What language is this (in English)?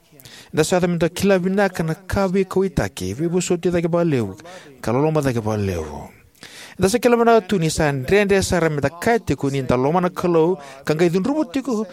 Fijian